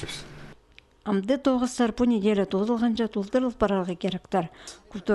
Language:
Khakas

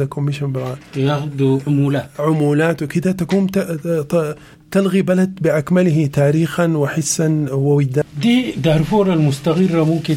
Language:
Sudanese Arabic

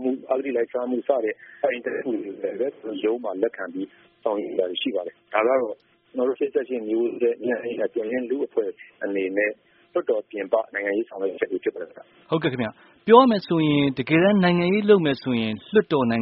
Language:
Burmese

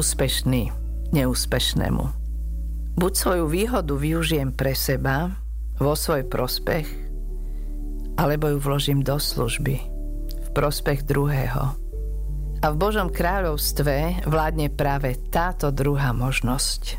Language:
Slovak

